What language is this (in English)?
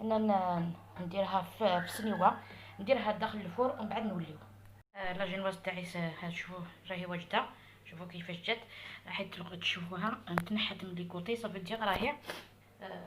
Algerian Arabic